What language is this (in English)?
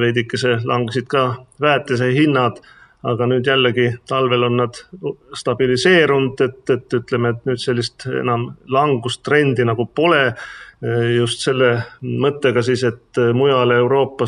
Estonian